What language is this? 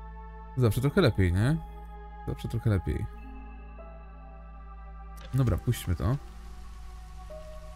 Polish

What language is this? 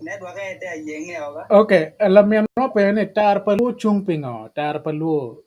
Acoli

